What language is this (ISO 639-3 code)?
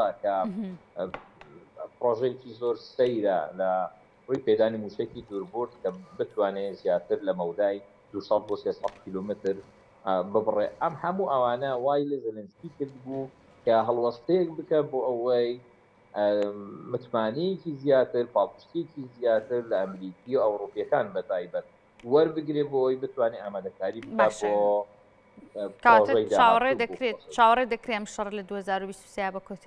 ckb